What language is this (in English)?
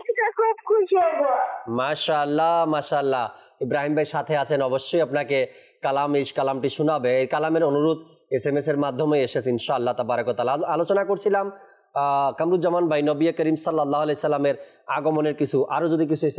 Bangla